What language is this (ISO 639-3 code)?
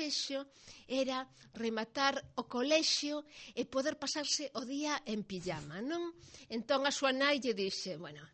glg